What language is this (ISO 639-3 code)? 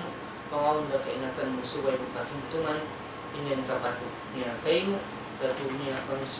tsg